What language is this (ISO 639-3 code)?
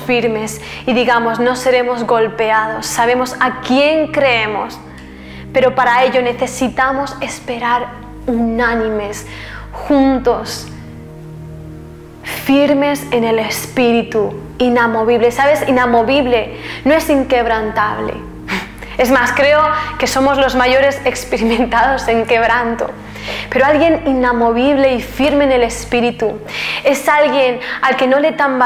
spa